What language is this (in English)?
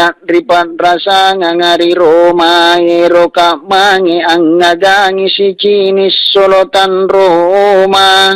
Makasar